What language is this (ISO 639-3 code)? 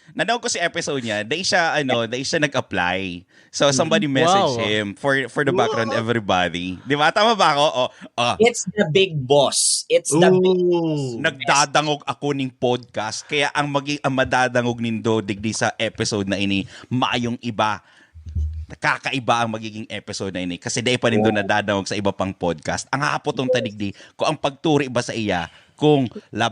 bik